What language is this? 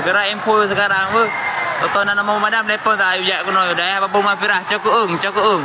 Achinese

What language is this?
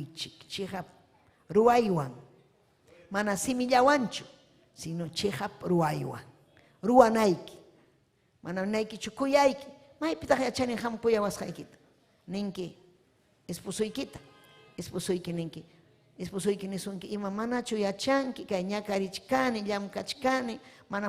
Ayacucho Quechua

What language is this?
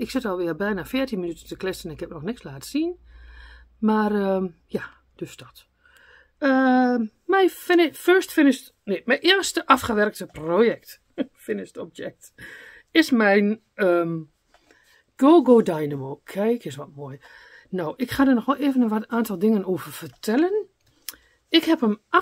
Dutch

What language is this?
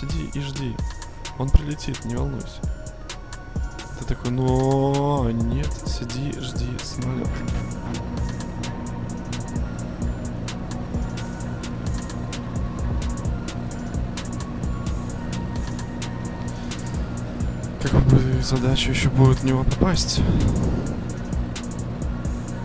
Russian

